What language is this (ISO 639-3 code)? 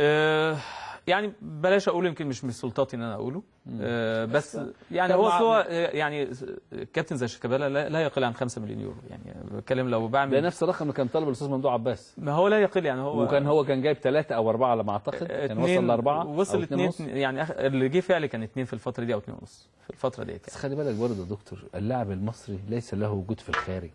arz